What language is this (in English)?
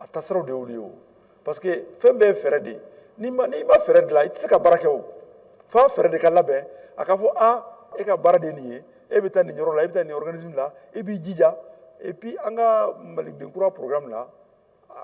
Bambara